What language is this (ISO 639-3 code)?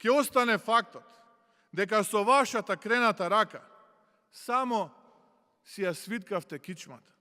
mkd